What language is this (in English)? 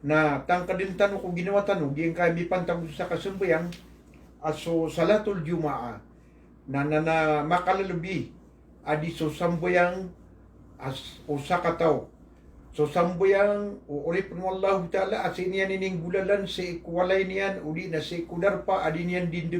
Maranao